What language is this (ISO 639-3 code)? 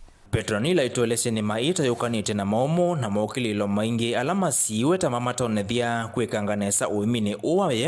kam